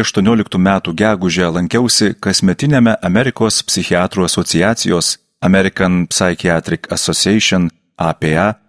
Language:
Lithuanian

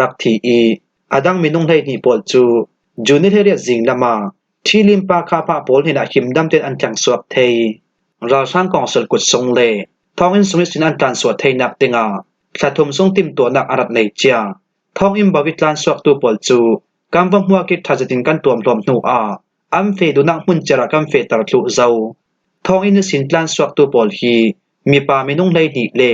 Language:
Falam Chin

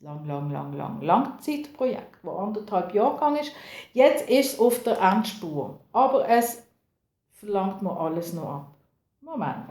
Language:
Swiss German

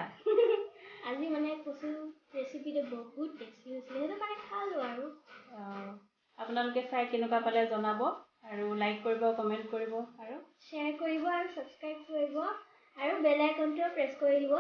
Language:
Assamese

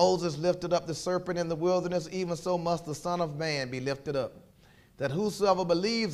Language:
English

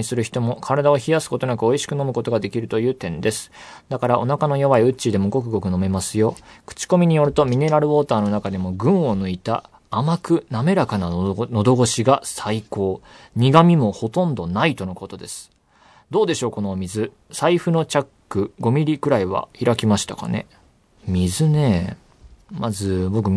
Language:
Japanese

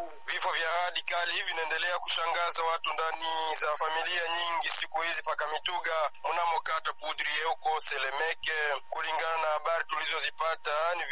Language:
Swahili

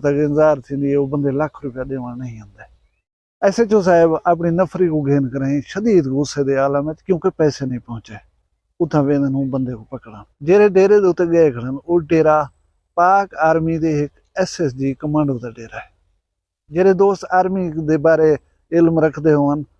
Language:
Saraiki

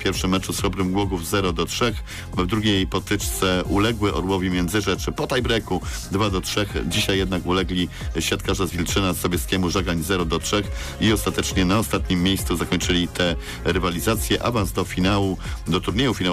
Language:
Polish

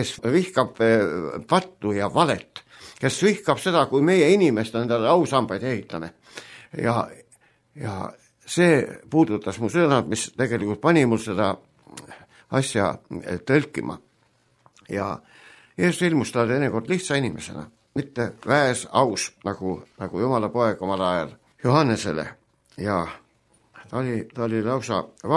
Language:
Estonian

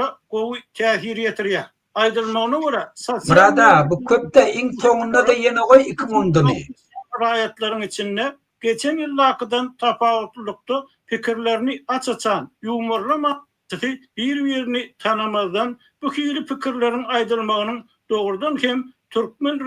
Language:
Turkmen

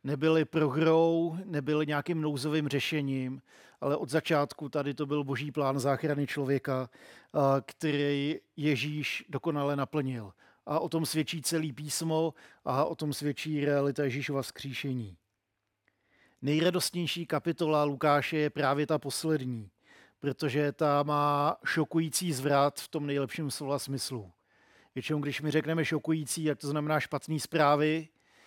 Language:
Czech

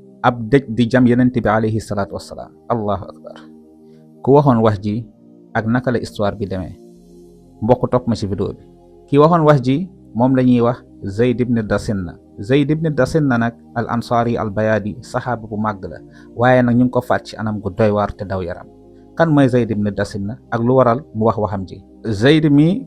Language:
Wolof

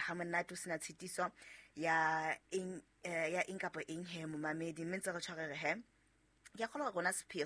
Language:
Southern Sotho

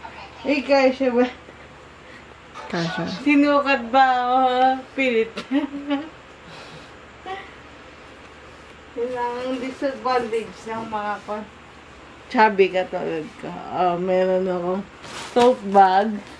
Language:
Filipino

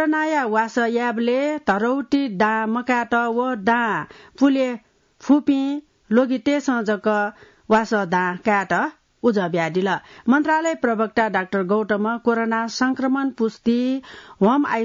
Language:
Newari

